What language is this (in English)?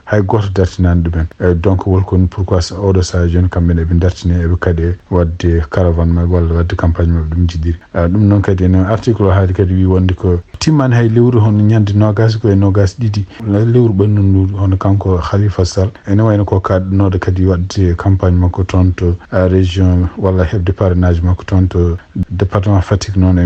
Fula